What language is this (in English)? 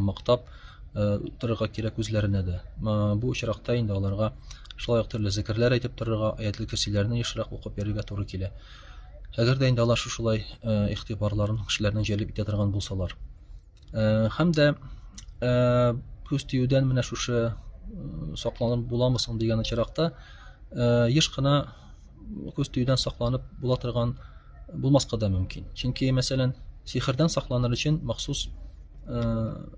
Tatar